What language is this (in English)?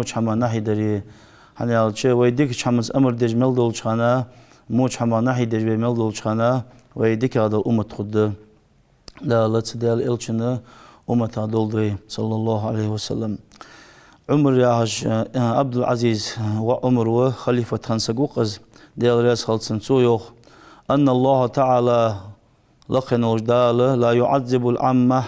Ingush